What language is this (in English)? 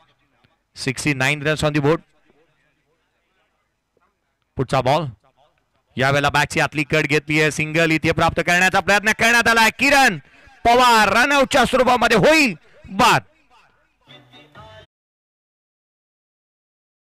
Marathi